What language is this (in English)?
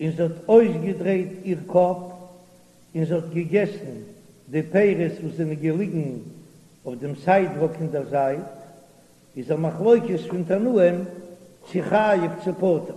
Yiddish